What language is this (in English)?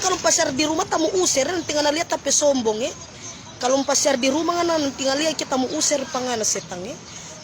Manado Malay